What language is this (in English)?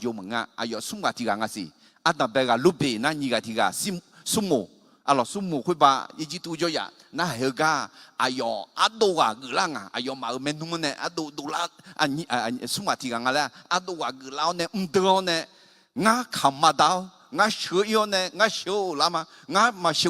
Akha